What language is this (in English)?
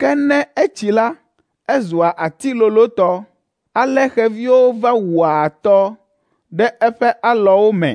Ewe